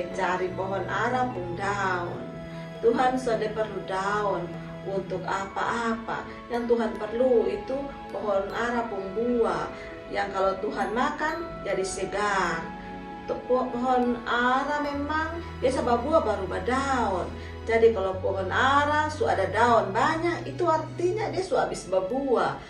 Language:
Kupang Malay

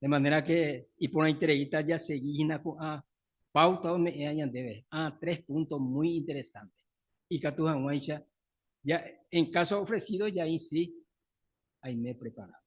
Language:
Guarani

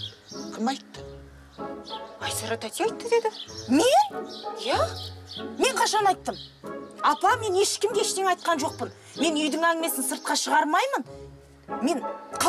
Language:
Kazakh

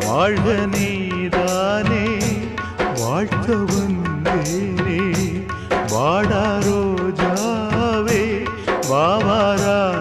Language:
Tamil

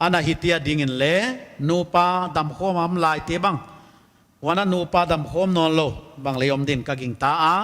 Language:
Paite Chin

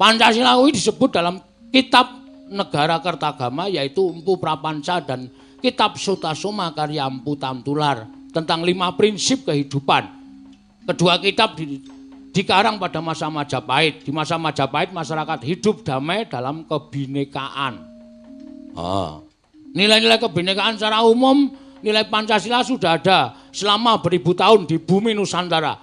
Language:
Javanese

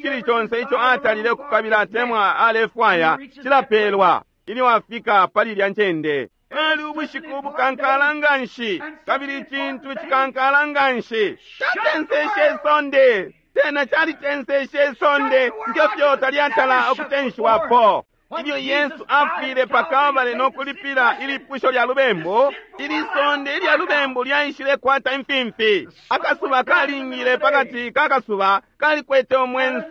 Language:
Bemba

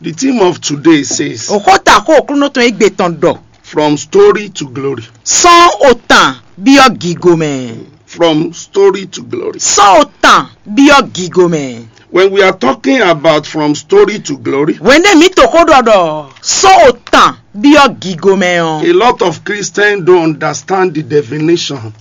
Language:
Fon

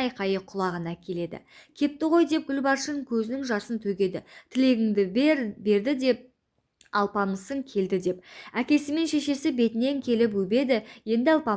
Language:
Kazakh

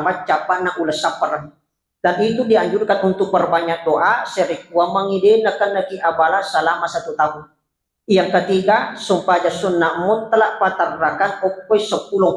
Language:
Buginese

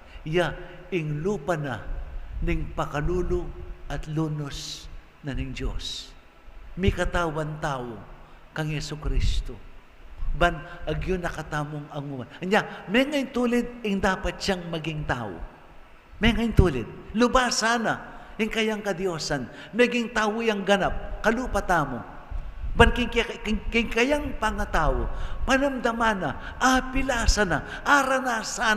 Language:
Pampanga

